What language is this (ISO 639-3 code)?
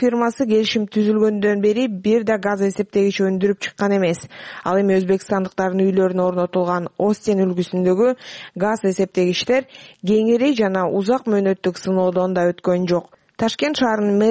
kir